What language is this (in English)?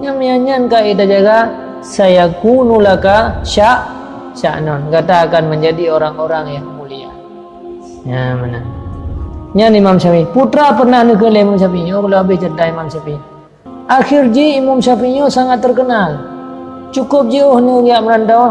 Achinese